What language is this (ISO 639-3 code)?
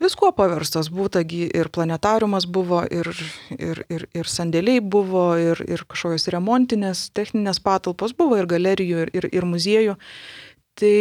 lit